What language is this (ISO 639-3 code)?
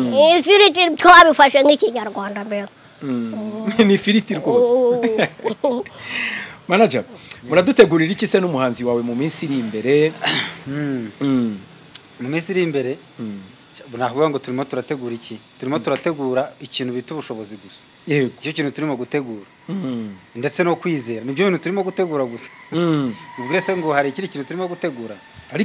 kin